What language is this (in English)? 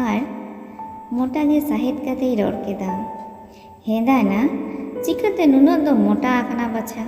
Santali